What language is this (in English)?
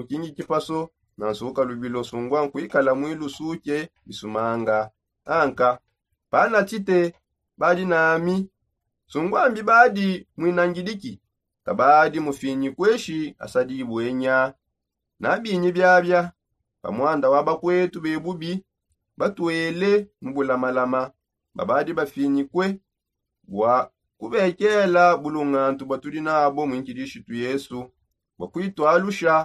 Songe